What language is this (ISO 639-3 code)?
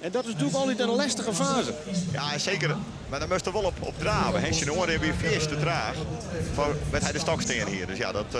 fry